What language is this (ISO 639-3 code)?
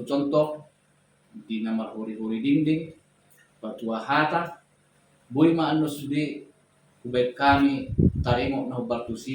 bbc